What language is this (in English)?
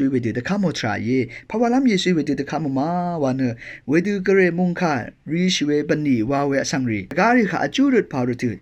Rawang